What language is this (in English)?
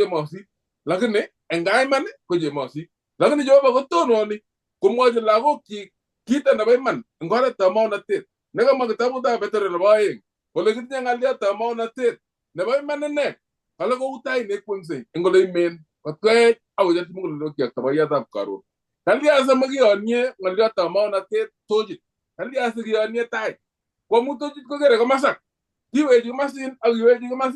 Kalenjin